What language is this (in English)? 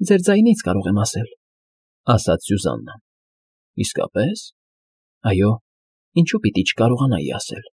Armenian